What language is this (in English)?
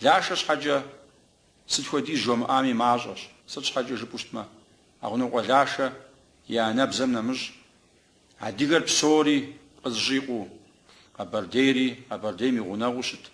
Kabardian